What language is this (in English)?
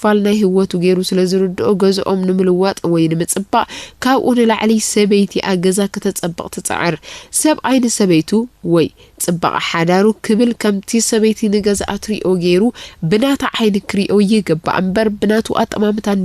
Tigrinya